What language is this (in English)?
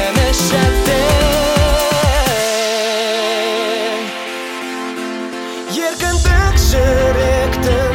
Kazakh